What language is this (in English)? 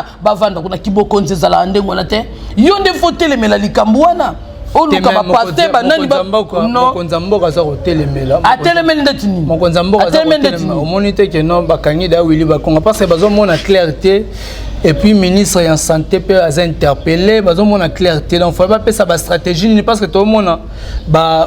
Lingala